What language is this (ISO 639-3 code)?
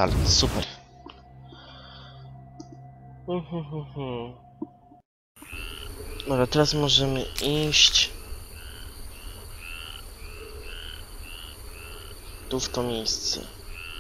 pol